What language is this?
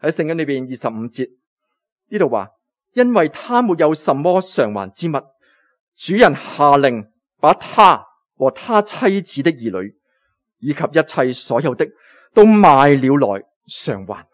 Cantonese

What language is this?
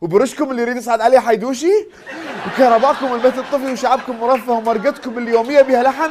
Mesopotamian Arabic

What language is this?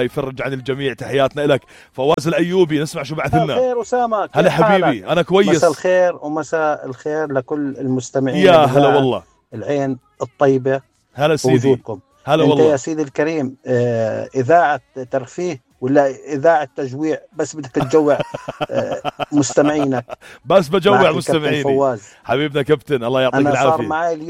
North Levantine Arabic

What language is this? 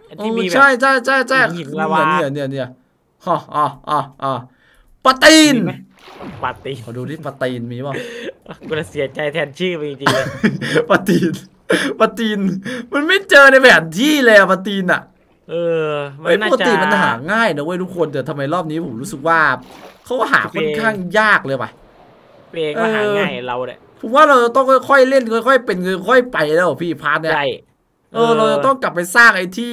Thai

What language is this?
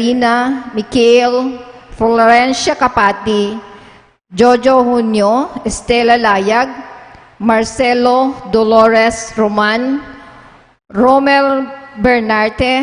Pampanga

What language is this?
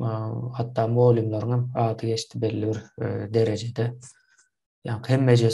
Turkmen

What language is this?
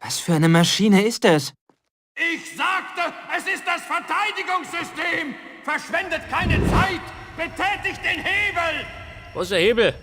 Bavarian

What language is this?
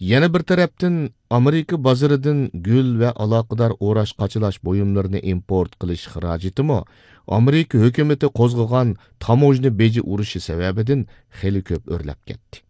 Uyghur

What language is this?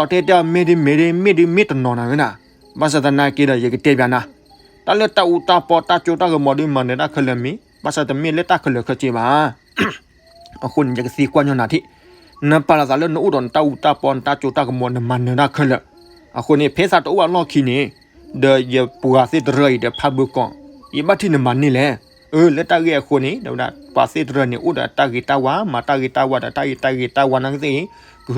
S'gaw Karen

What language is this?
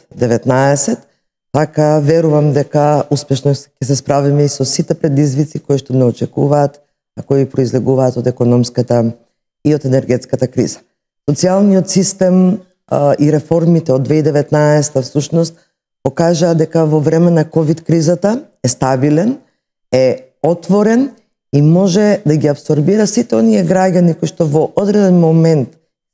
Macedonian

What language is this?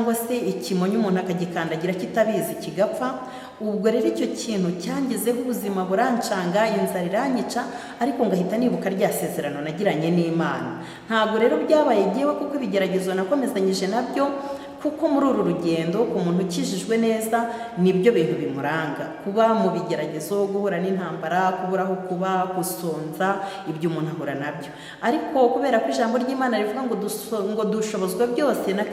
Kinyarwanda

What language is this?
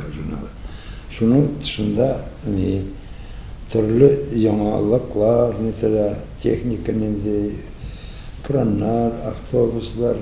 Tatar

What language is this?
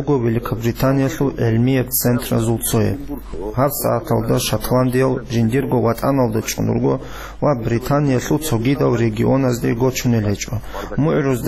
Avaric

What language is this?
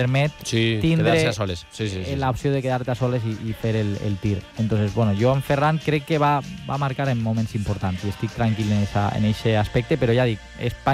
Catalan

